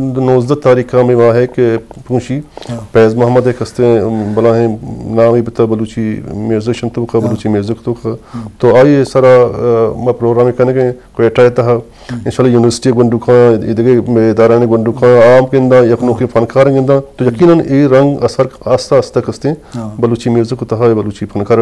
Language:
Eastern Balochi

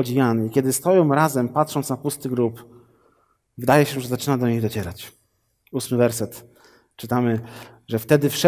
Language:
Polish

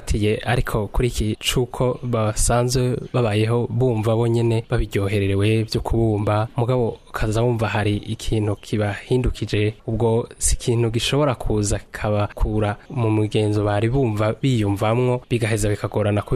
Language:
Rundi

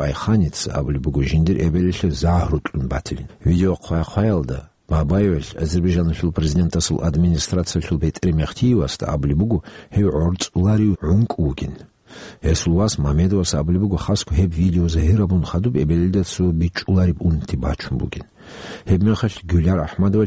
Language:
Avaric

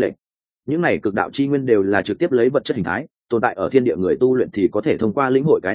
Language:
Vietnamese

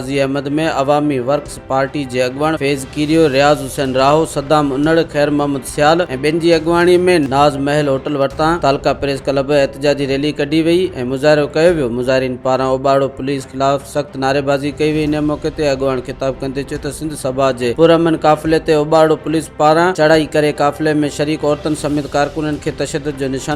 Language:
Sindhi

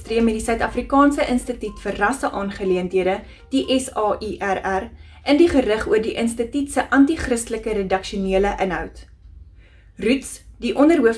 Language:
Afrikaans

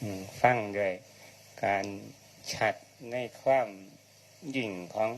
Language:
Northeastern Thai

